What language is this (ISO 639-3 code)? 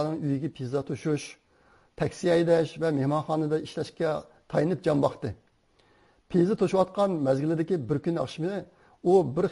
uig